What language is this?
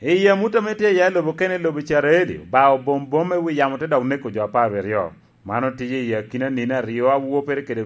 Lango (Uganda)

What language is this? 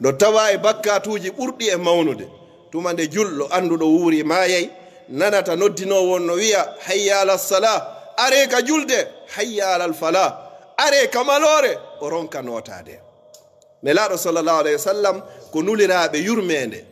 Pular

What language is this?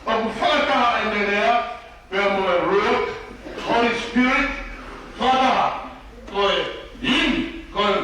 Tongan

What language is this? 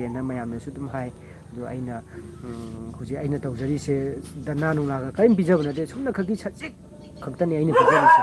Manipuri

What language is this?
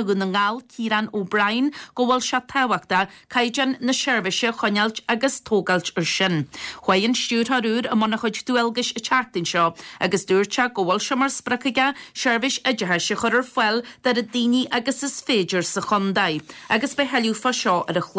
Irish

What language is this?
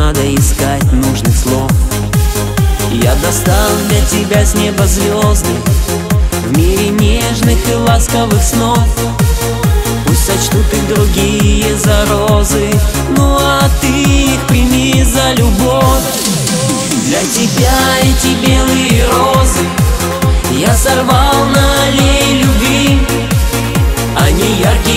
Russian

